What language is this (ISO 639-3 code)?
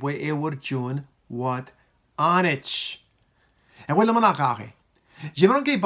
mah